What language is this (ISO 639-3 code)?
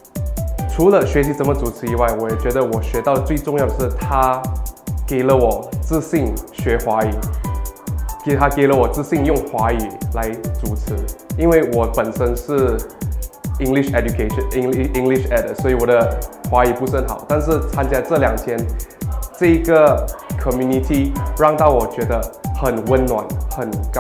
zho